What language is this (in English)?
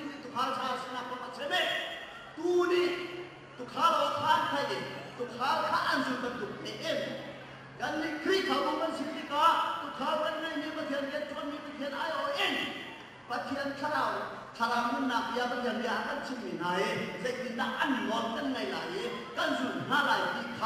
Hakha Chin